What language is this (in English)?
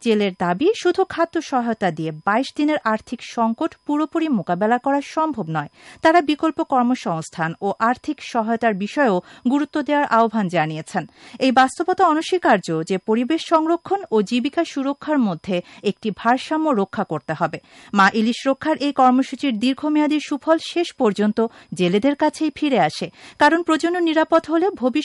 Bangla